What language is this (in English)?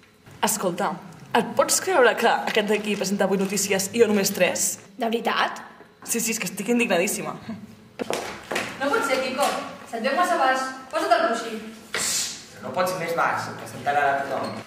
Catalan